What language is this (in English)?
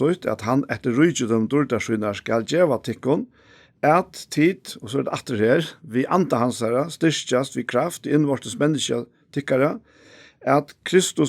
Faroese